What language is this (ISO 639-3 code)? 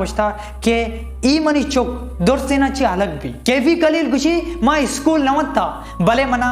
bal